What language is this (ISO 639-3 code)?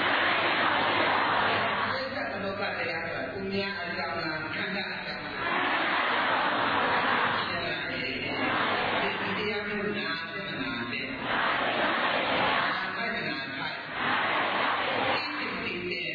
mya